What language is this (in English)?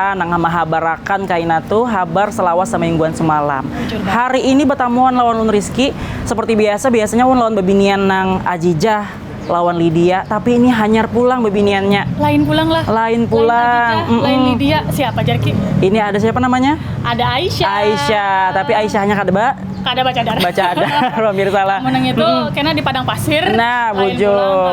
Banjar